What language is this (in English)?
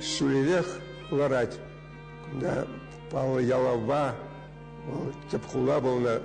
Chuvash